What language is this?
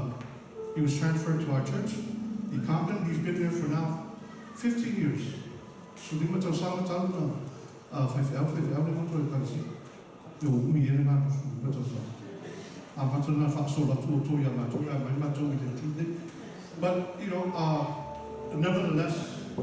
Samoan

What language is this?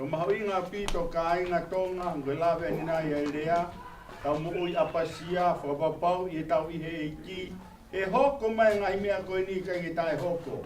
Tongan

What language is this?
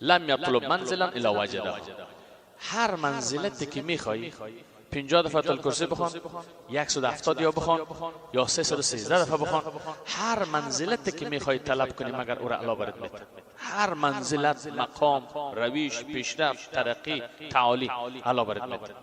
Persian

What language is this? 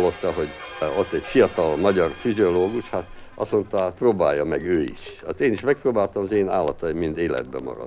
Hungarian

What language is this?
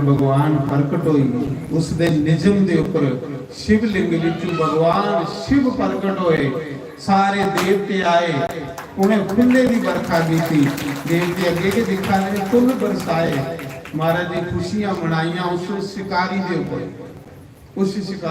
Dogri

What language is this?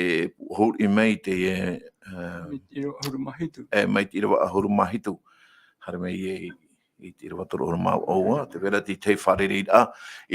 Tahitian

